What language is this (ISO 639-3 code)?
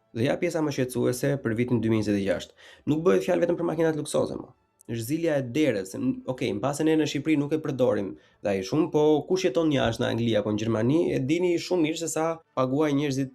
sqi